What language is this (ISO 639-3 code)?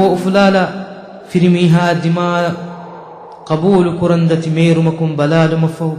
div